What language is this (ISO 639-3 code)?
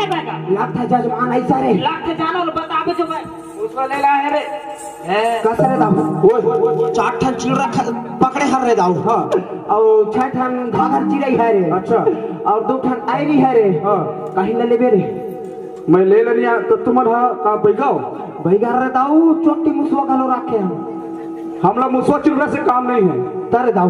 hne